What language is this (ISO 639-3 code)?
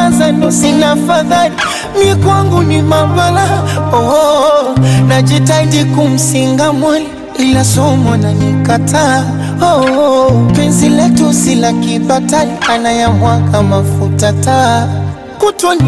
swa